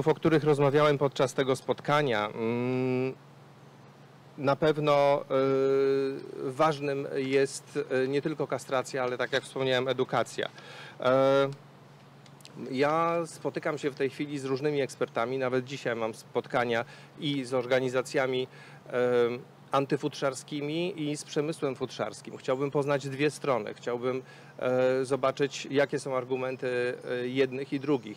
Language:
Polish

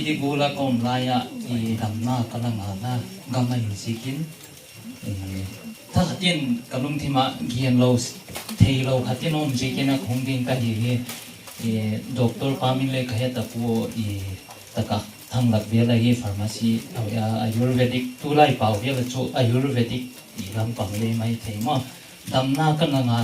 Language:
Paite Chin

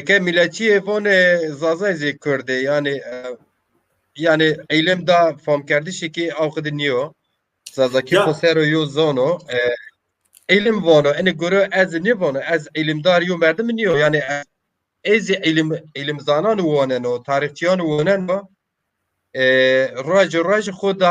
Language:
Zaza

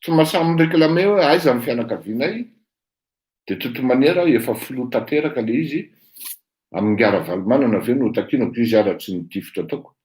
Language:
Malagasy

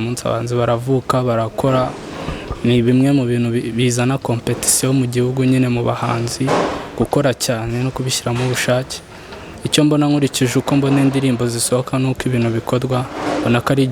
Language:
Kinyarwanda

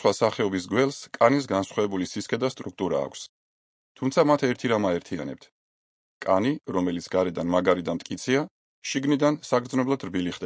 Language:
Georgian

